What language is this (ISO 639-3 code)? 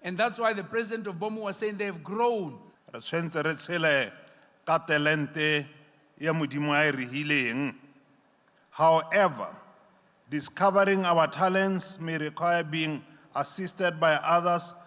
tsn